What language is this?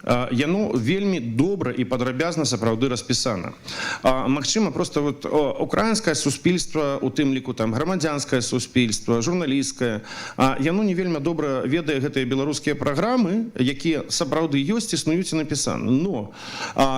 Belarusian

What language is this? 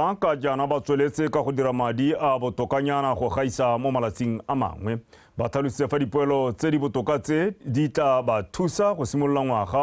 Tswana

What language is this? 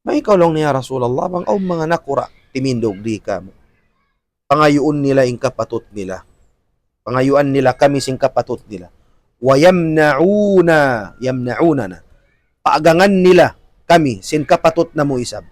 Tausug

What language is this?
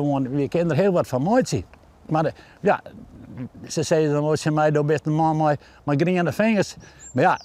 Western Frisian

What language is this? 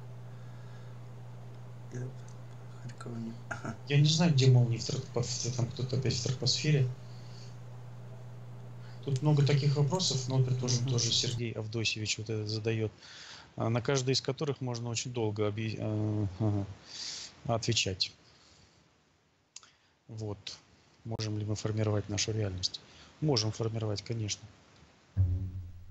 Russian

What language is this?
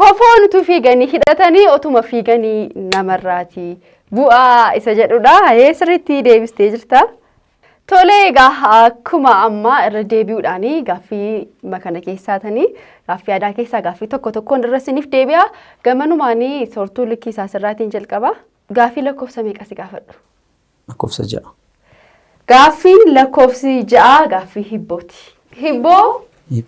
Oromo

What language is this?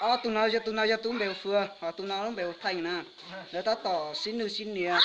Hmong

